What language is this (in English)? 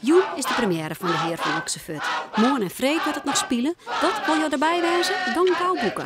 Western Frisian